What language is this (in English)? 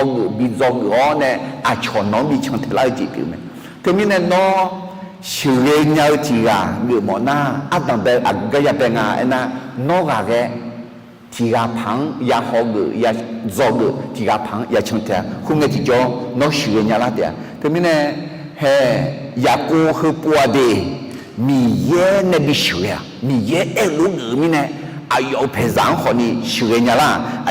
Akha